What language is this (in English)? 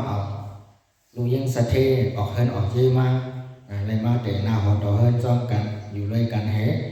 Shan